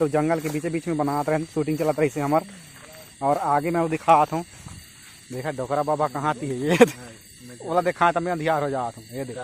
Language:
Chhattisgarhi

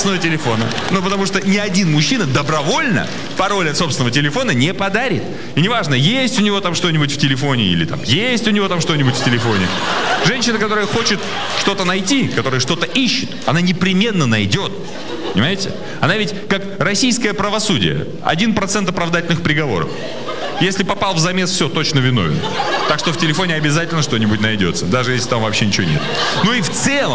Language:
Russian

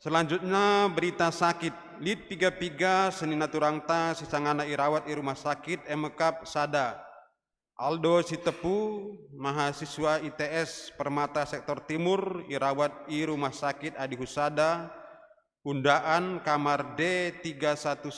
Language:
Batak Karo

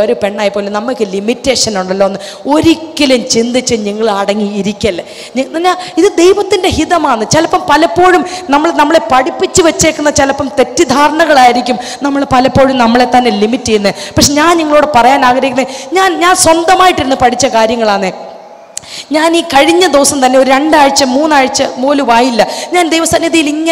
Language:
Malayalam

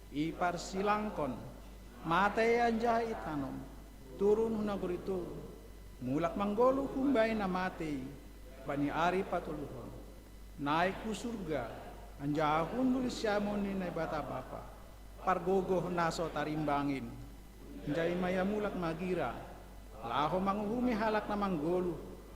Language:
Batak Simalungun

